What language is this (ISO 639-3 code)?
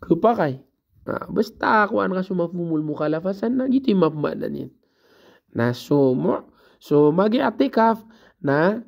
mrw